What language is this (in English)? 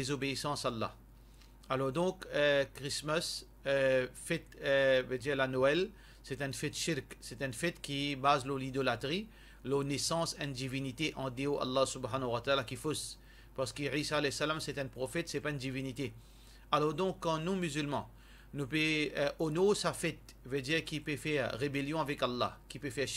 Morisyen